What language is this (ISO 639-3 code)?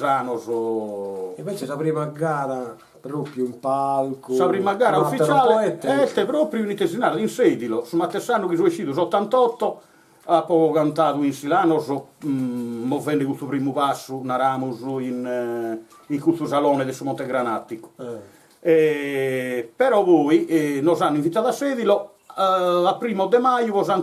srd